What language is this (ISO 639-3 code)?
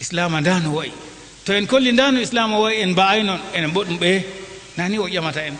ful